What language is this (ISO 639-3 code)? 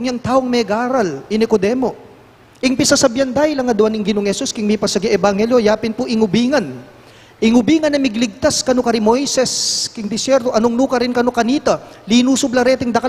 pam